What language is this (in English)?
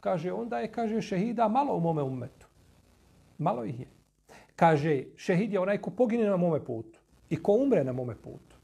Bosnian